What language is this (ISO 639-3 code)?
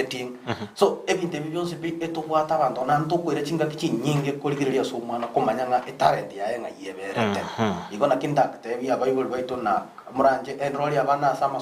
guz